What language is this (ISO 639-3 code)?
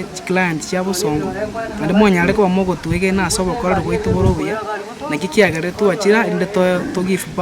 guz